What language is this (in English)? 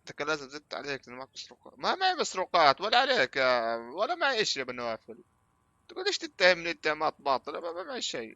North Levantine Arabic